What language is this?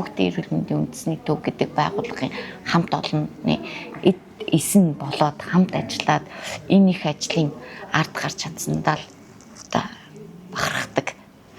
Mongolian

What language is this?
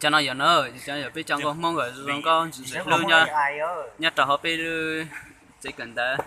Hmong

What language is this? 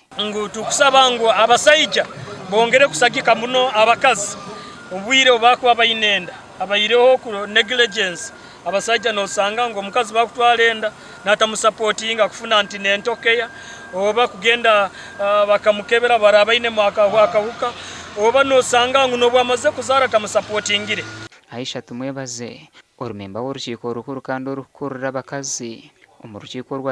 Nyankole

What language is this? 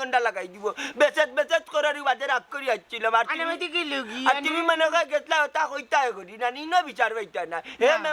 Sylheti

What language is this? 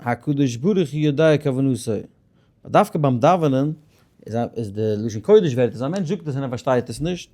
Yiddish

